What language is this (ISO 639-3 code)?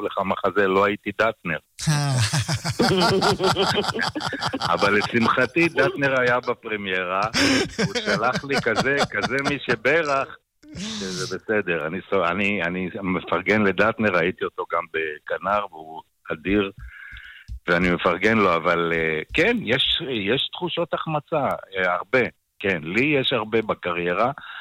heb